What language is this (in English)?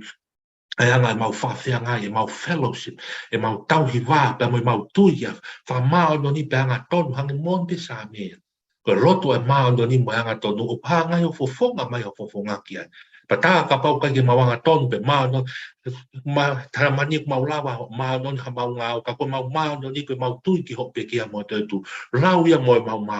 Tongan